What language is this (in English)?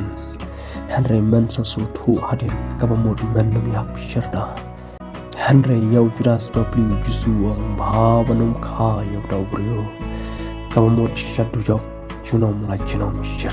Khasi